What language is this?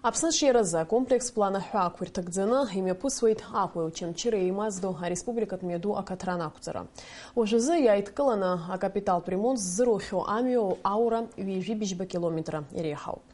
Abkhazian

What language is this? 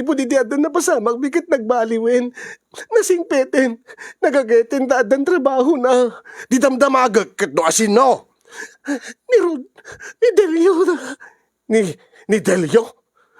Iloko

